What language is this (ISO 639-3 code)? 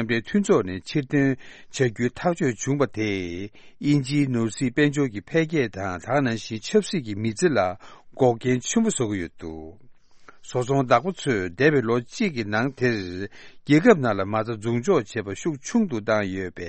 bod